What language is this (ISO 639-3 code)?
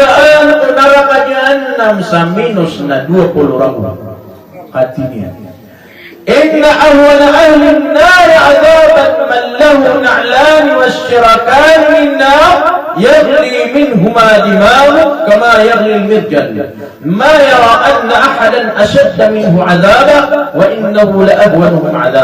mrw